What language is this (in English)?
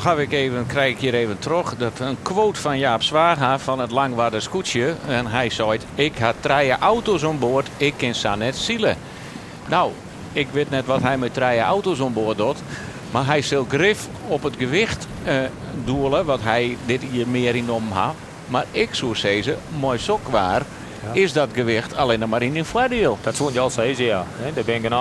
Western Frisian